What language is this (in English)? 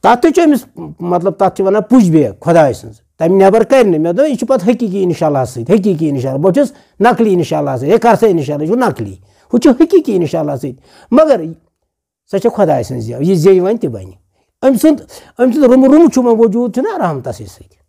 Kashmiri